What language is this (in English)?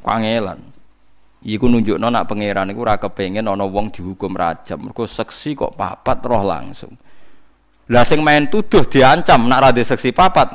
Javanese